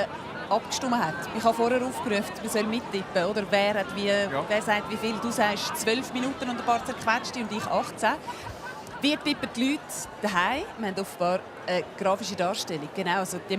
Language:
Swiss German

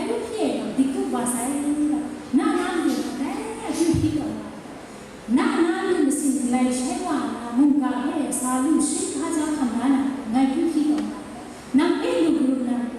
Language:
Kachin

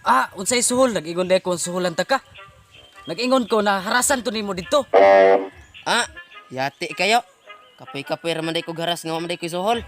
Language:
Cebuano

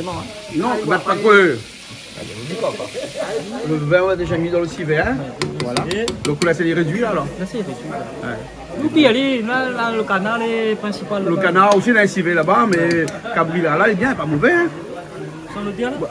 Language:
Réunion Creole French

